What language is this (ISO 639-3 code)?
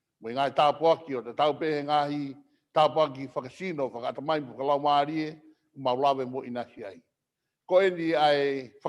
ton